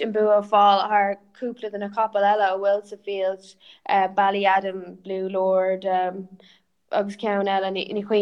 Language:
Irish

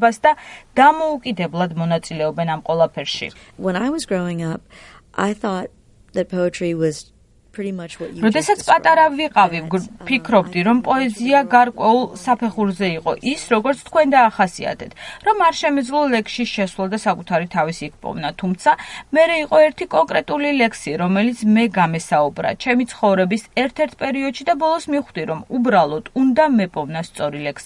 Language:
Georgian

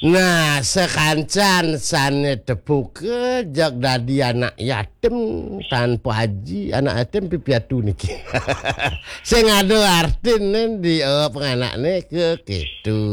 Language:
Balinese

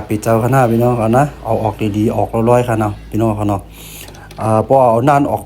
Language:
Shan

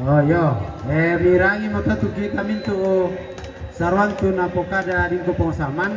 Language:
Toraja-Sa'dan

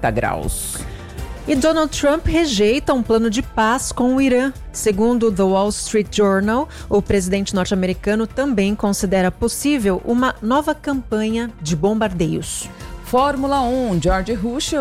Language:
Portuguese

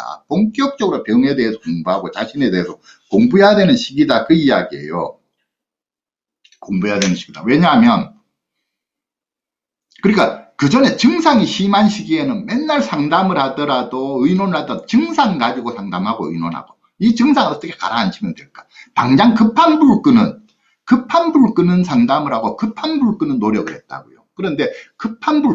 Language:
Korean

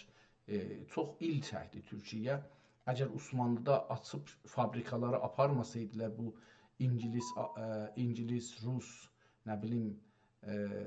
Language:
South Azerbaijani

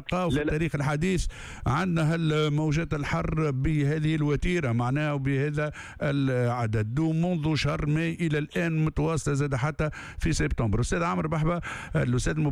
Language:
Tunisian Arabic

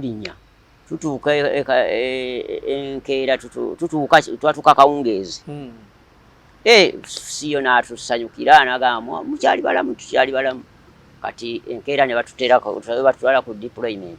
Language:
Ganda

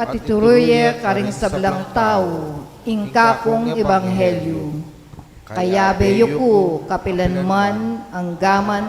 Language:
Pampanga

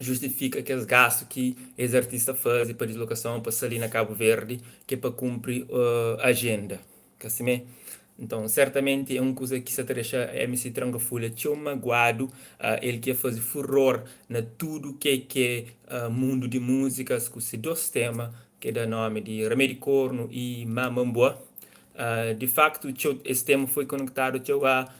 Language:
Kabuverdianu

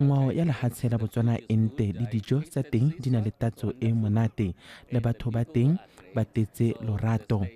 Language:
Tswana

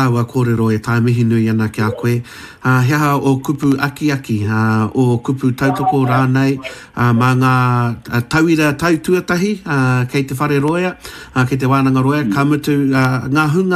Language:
Māori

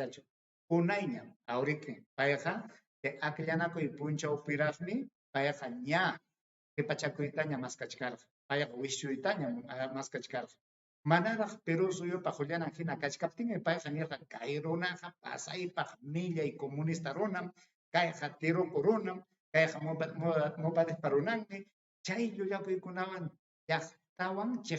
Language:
Ayacucho Quechua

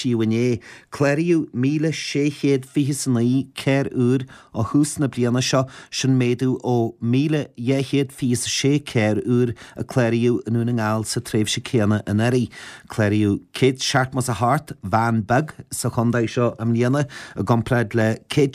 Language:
Irish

